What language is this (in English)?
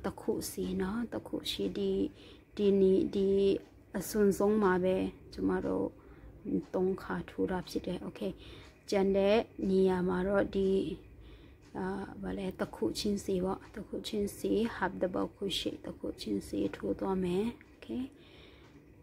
Burmese